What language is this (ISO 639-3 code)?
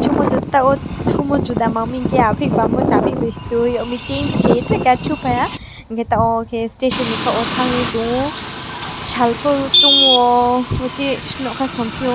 ria